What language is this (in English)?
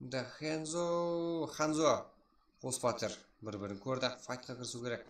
Kara-Kalpak